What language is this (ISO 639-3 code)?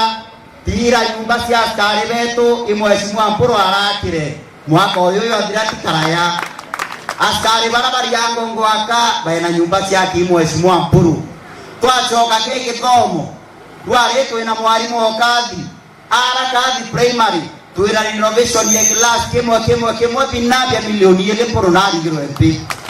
mer